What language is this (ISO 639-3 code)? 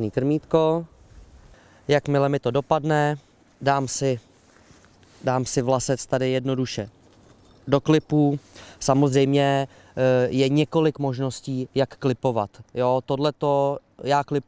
ces